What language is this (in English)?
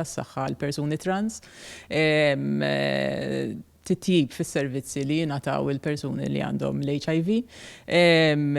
Maltese